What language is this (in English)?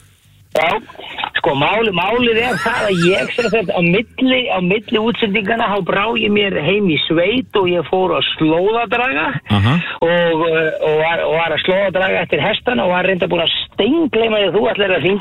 Icelandic